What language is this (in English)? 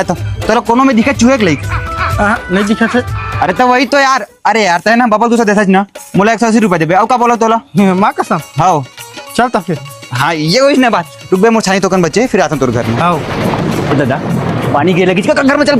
Chhattisgarhi